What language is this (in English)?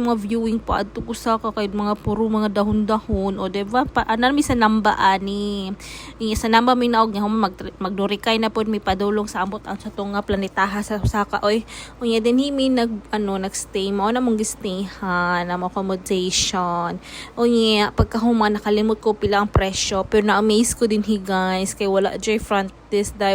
Cebuano